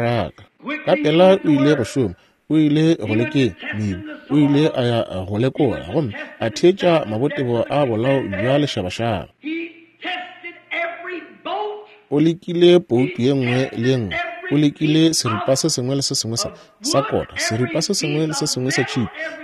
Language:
Northern Sotho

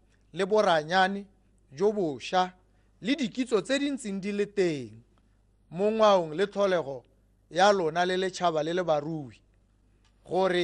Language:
Tswana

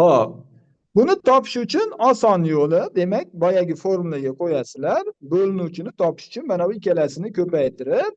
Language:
Uzbek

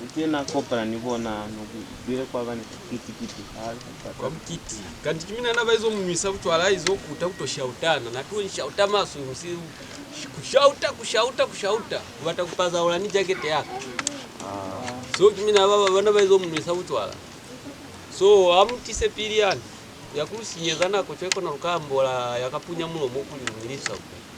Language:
Lozi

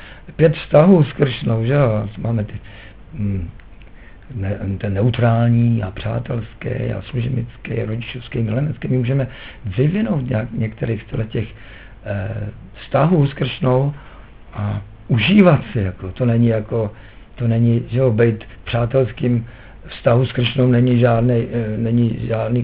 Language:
Czech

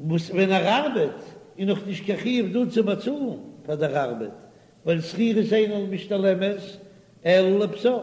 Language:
Yiddish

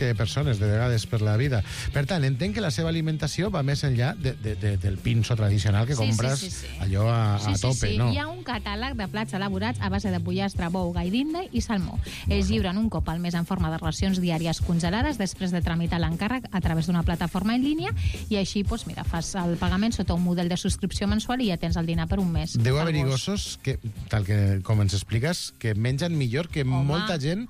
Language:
Catalan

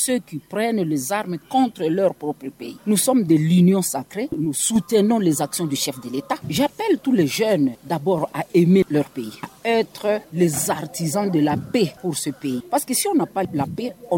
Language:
French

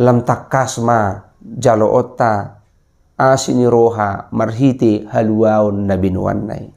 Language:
Batak Toba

